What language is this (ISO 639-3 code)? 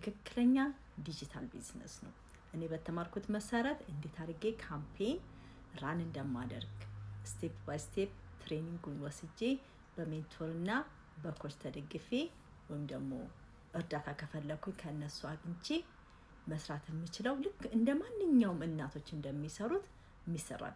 amh